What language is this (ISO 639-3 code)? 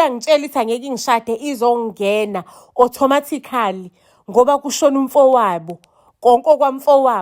zul